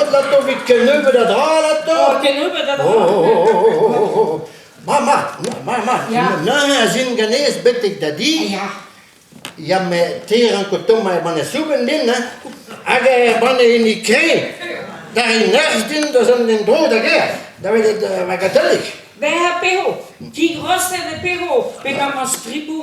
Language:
Breton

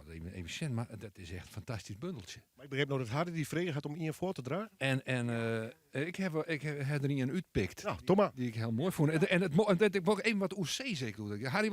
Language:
Western Frisian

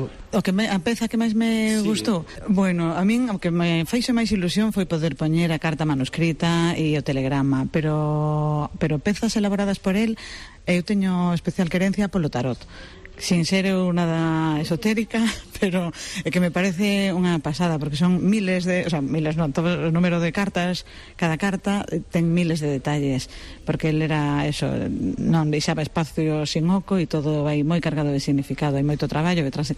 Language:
Galician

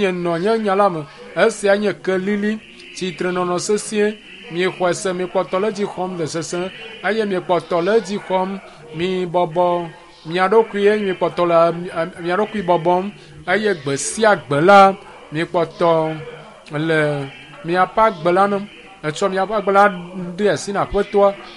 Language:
Ewe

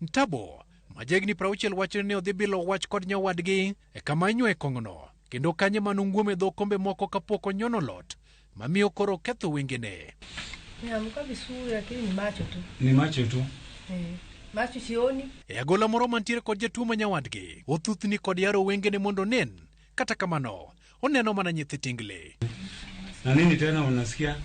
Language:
Luo (Kenya and Tanzania)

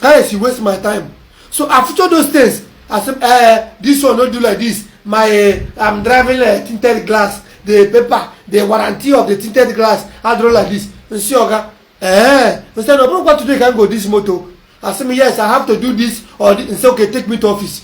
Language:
Igbo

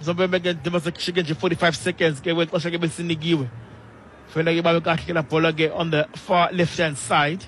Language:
Xhosa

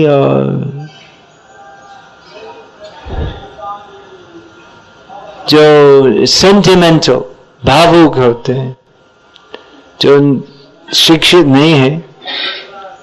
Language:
Hindi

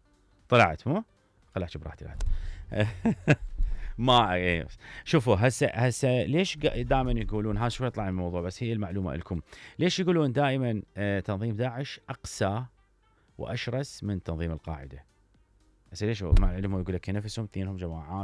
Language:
Mesopotamian Arabic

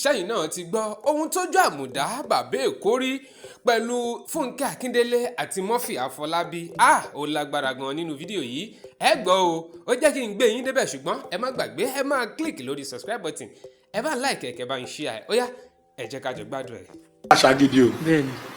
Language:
Yoruba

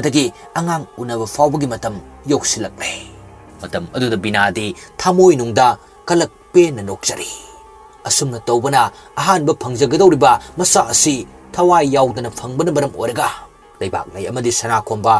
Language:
Manipuri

